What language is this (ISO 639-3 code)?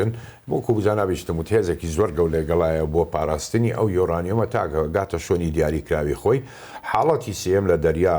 ckb